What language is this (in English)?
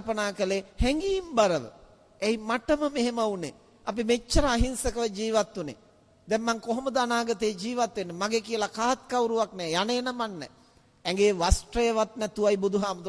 Sinhala